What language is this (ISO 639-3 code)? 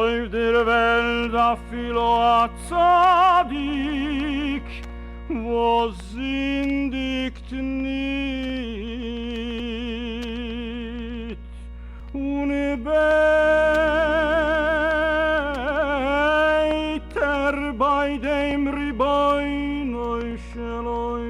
yid